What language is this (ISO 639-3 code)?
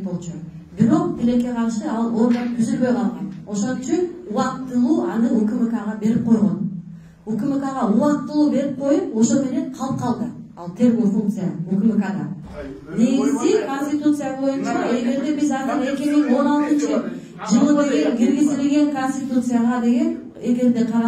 kir